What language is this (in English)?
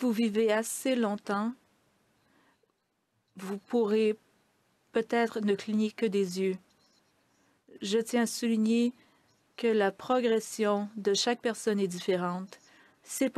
French